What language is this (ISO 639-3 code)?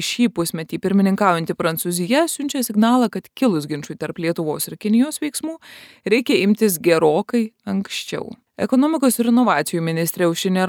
lit